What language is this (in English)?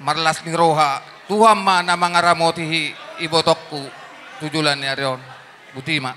Batak Toba